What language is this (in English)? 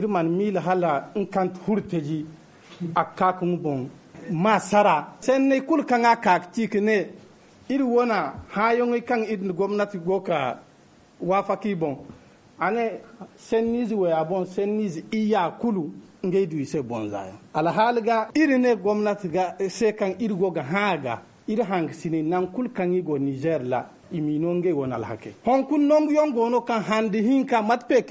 Zarma